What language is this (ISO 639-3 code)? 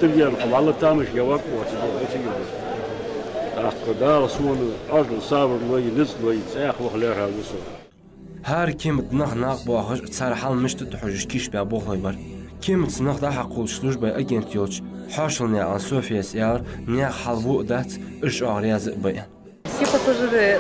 inh